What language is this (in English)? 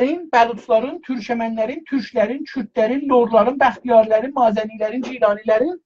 South Azerbaijani